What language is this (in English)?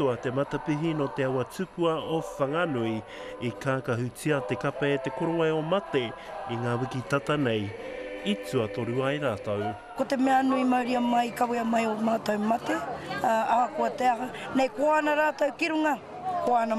Māori